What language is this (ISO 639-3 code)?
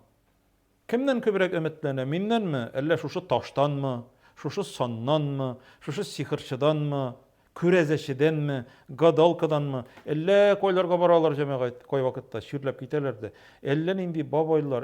tat